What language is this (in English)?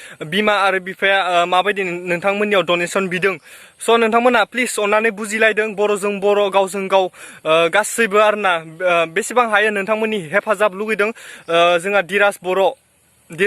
Bodo